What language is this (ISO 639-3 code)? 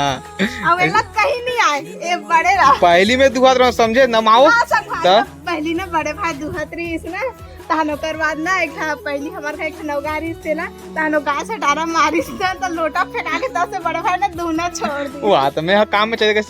hne